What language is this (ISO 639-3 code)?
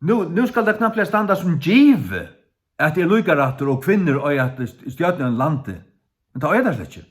fao